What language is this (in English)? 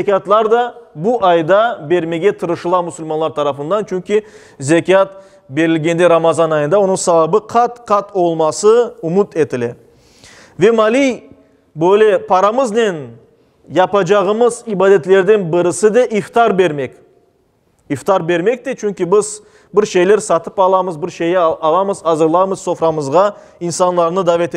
Crimean Tatar